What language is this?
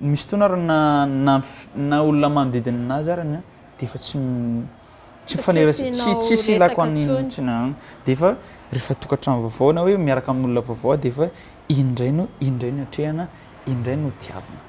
Malagasy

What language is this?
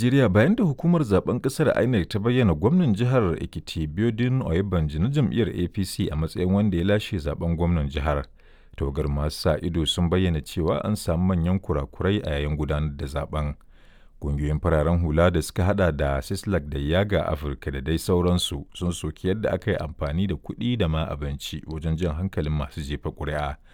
Hausa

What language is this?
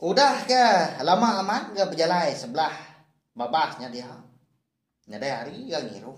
Iban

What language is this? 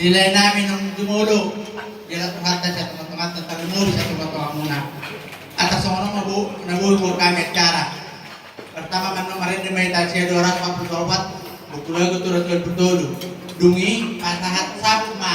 Batak Toba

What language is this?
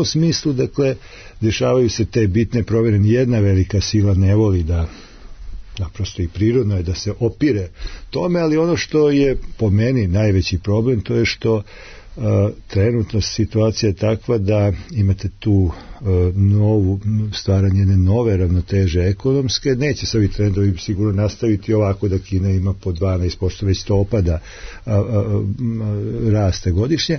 Serbian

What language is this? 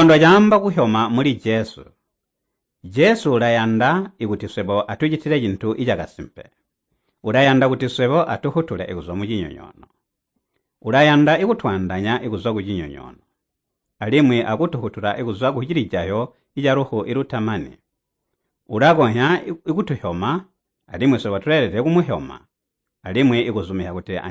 Tonga (Zambia)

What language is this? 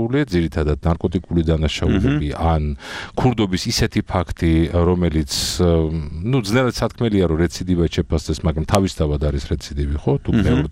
Georgian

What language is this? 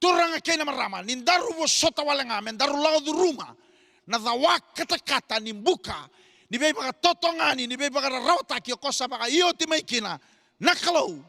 Fijian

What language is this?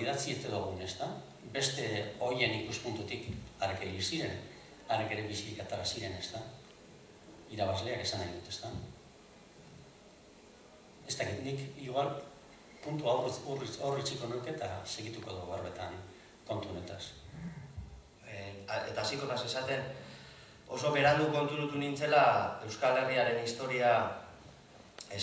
Basque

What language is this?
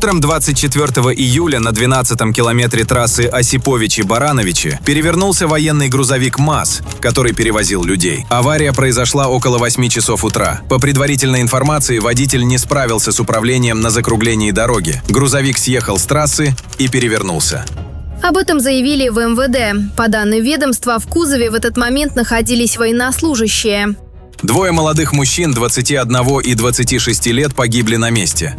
Russian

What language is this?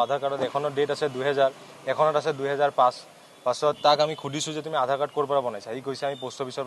Assamese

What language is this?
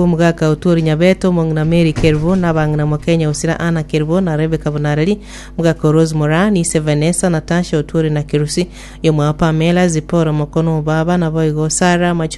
Gusii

